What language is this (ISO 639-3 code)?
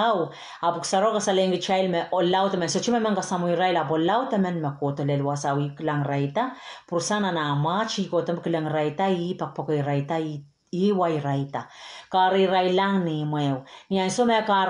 pon